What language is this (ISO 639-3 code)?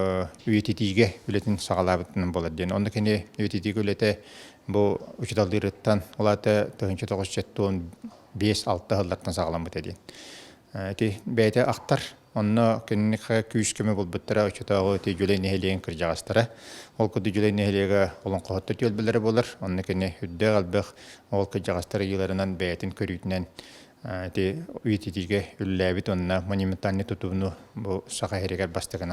sah